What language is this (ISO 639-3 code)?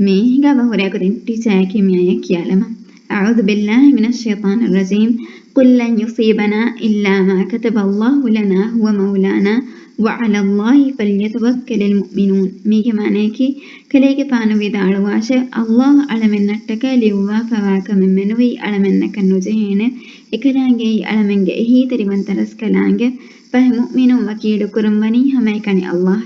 div